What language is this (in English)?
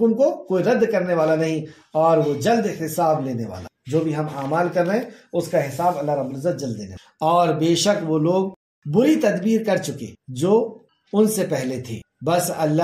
Urdu